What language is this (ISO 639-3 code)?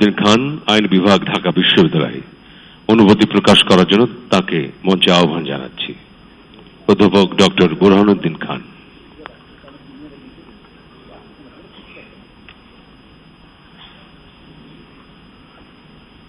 ben